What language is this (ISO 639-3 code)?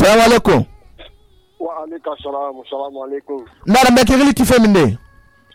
sus